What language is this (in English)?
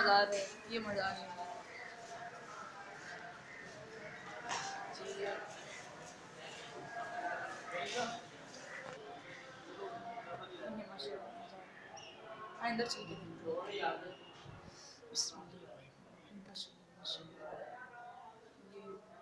Urdu